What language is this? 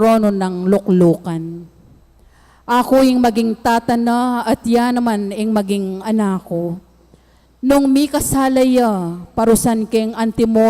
Pampanga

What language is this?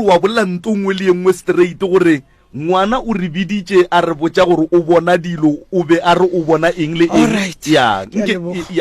Northern Sotho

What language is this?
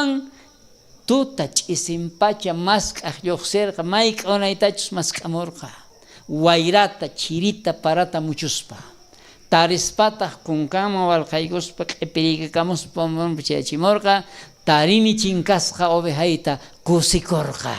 South Bolivian Quechua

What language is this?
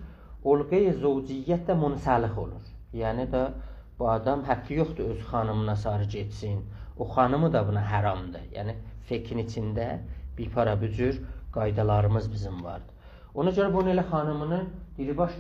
South Azerbaijani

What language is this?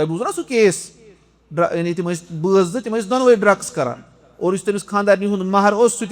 Kashmiri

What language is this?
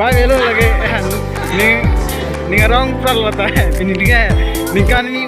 Karbi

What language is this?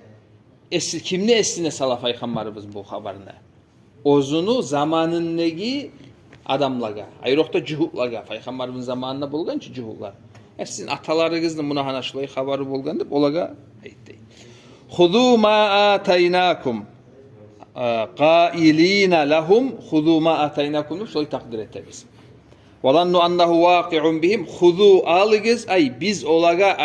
Kumyk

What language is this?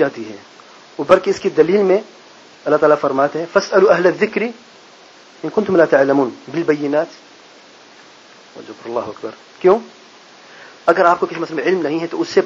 Urdu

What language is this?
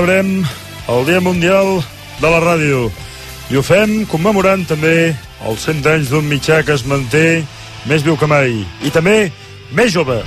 Catalan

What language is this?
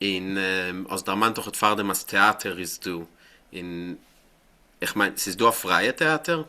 Yiddish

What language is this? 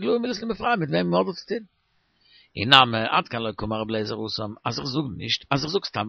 Yiddish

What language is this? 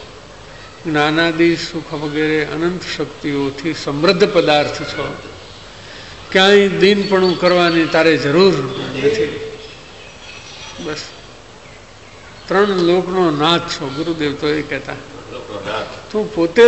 Gujarati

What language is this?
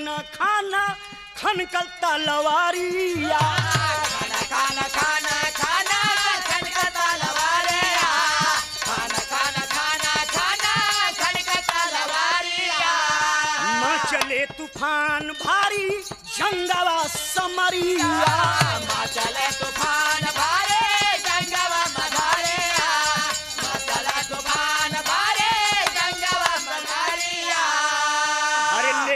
Bhojpuri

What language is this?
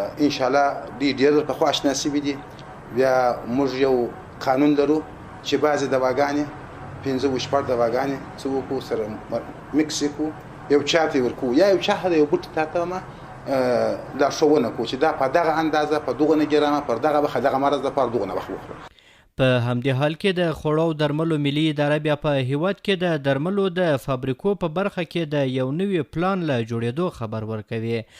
Pashto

